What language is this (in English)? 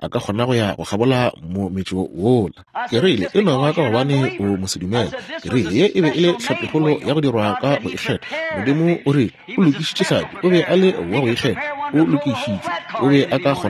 Northern Sotho